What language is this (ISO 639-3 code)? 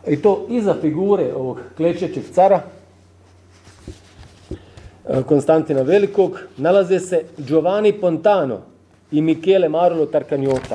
hrv